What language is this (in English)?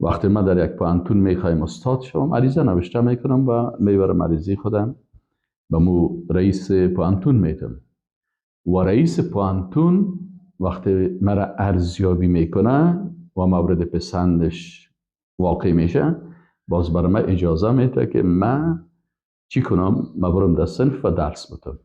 Persian